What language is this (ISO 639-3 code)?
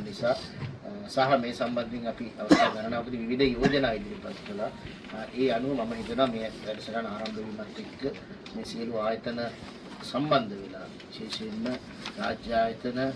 sin